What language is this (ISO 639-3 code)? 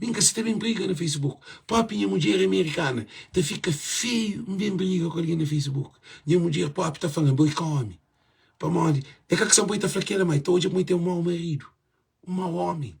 kea